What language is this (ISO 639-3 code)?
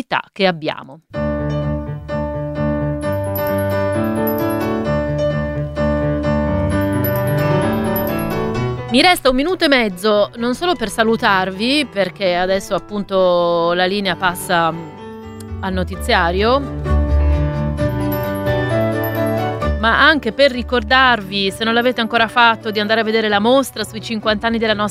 ita